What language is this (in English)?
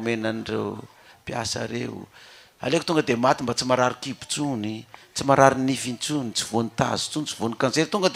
Malagasy